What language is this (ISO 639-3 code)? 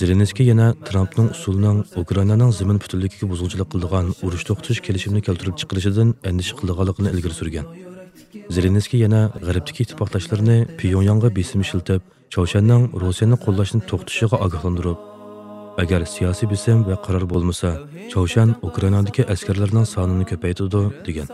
uig